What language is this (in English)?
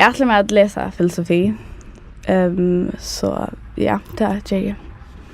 Faroese